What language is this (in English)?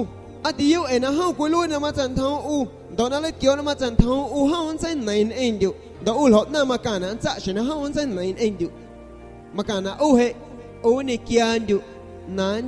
San Pedro Amuzgos Amuzgo